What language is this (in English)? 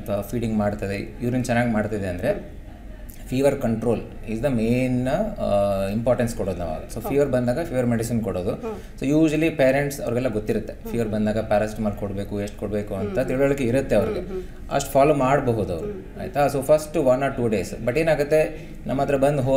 Kannada